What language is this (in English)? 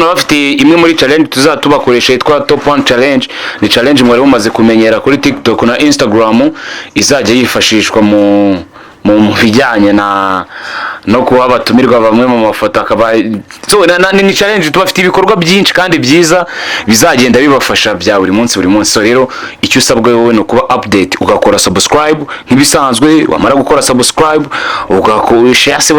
Kinyarwanda